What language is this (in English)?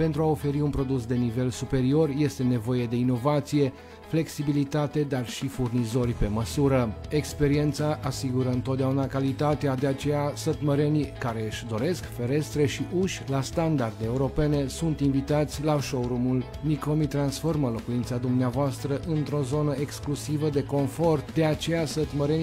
Romanian